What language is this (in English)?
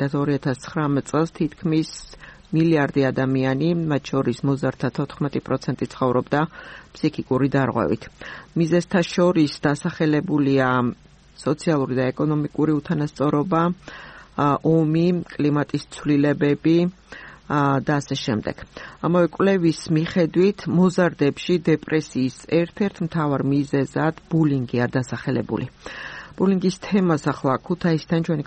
Georgian